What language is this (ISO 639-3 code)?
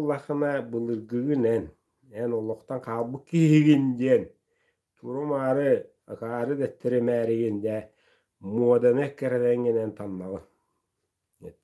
sah